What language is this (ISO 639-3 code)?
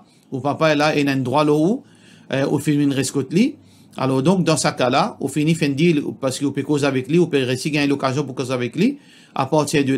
mfe